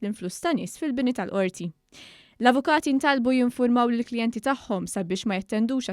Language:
Maltese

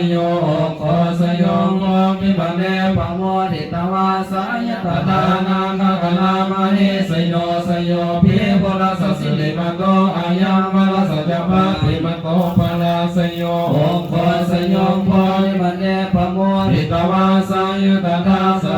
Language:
Pali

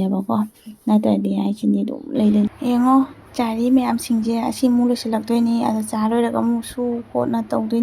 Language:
Manipuri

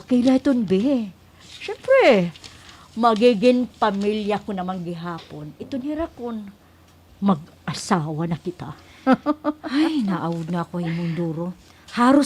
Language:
Waray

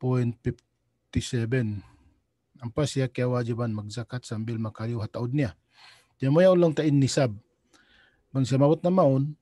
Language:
Tausug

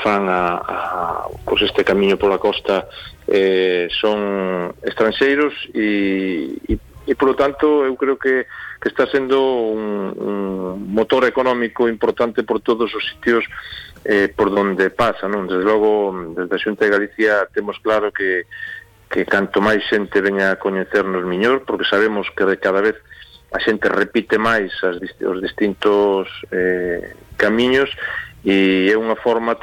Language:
Galician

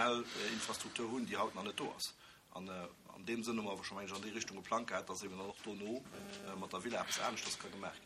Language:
Luxembourgish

